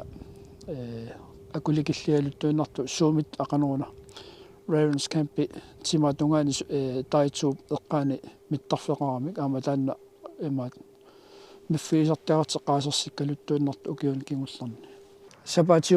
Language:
Kalaallisut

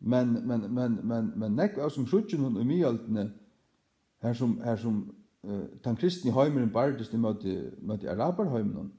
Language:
Faroese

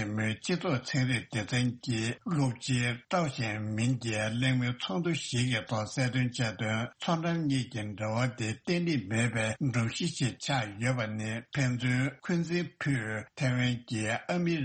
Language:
Tibetan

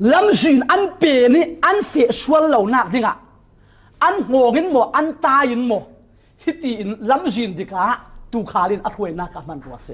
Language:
Falam Chin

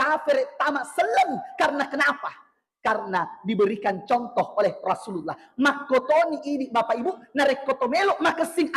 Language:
Buginese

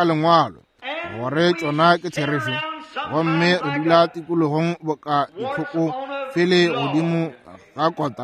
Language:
Northern Sotho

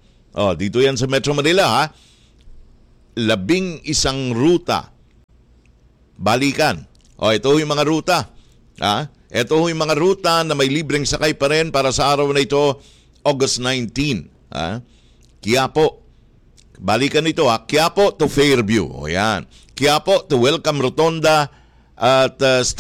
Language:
Filipino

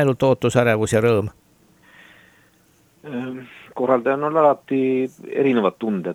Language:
Estonian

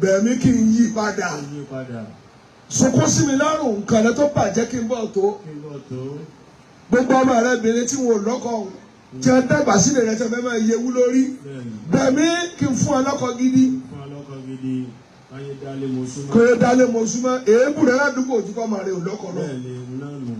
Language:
Yoruba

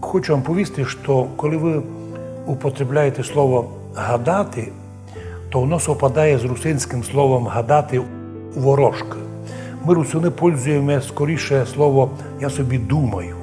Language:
Rusyn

